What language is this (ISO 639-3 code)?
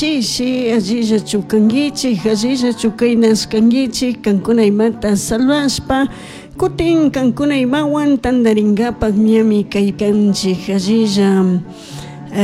qug